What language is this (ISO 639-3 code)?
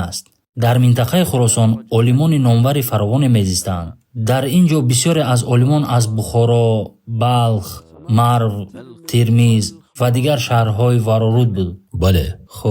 tgk